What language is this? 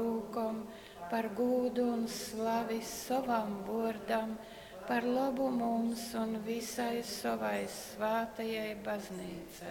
Latgalian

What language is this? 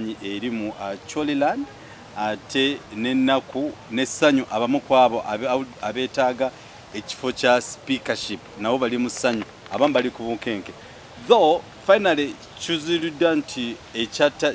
Ganda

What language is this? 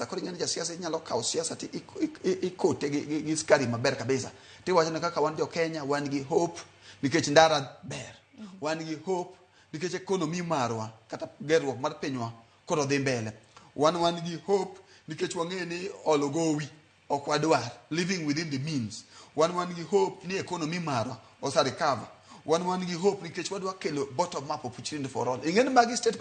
Luo (Kenya and Tanzania)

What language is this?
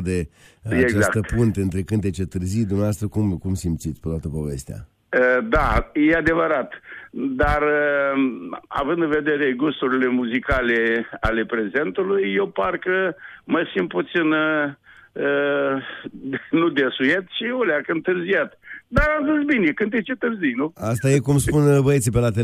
Romanian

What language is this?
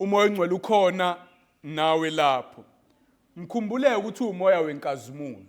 Zulu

